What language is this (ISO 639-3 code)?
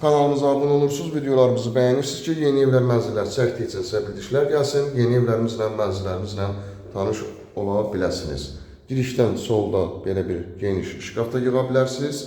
aze